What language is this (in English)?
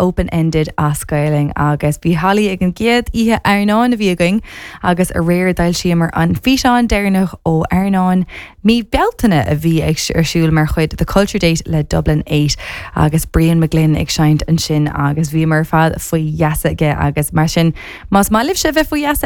Irish